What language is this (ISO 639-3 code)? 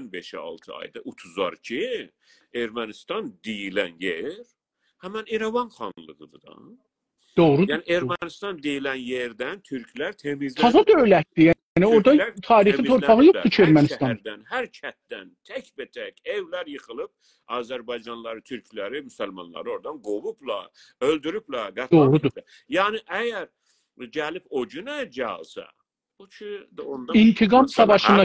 azb